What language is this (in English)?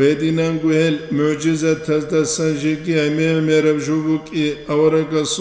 Avaric